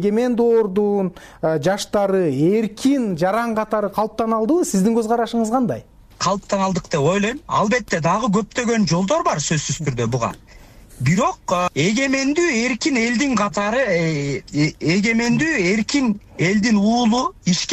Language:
Kyrgyz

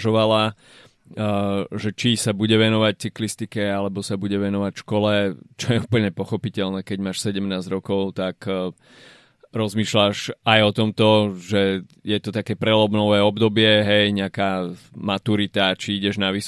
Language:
Slovak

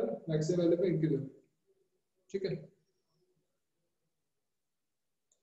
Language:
Hindi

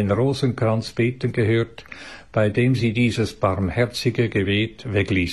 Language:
German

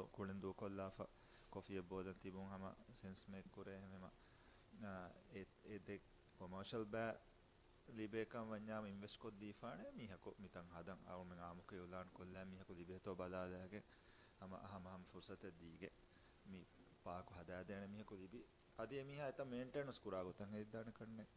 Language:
Divehi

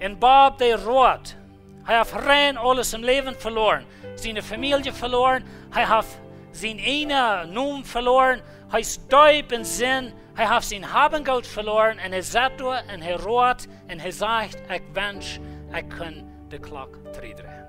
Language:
Plautdietsch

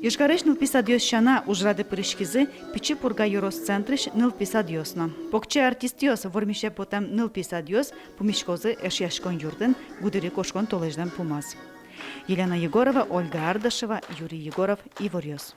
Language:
Udmurt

